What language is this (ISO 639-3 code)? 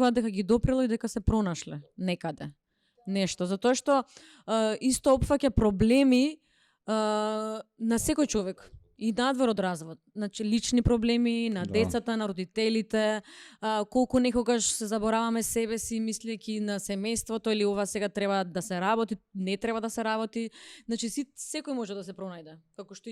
mkd